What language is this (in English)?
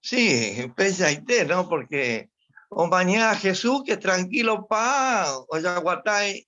Guarani